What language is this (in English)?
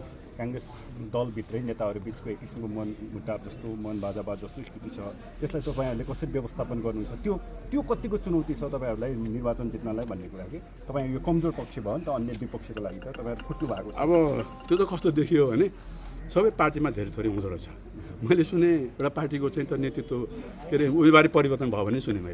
Nepali